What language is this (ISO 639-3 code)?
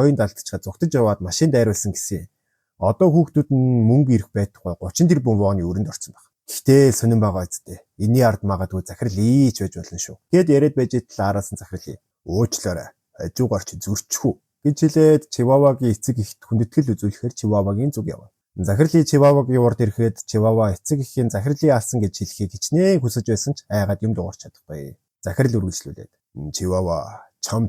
mon